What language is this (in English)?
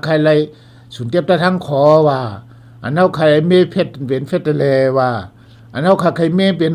Shan